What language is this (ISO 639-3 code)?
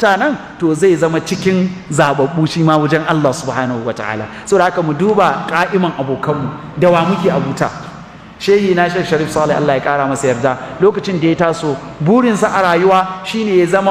hau